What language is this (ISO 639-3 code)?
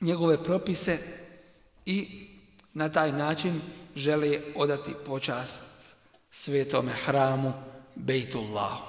bos